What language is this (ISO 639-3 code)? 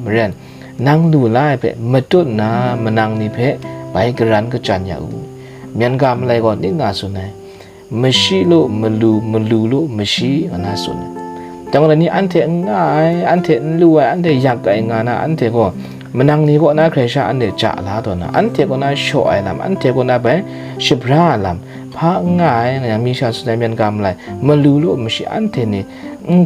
kac